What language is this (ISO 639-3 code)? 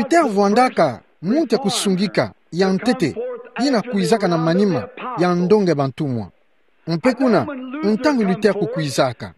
ktu